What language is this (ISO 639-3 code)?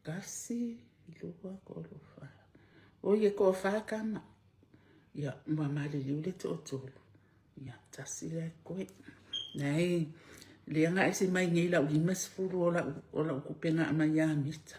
smo